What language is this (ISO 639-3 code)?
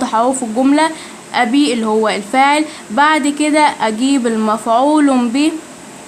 arz